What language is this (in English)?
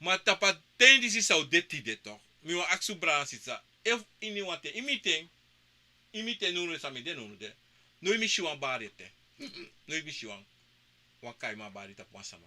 Sranan Tongo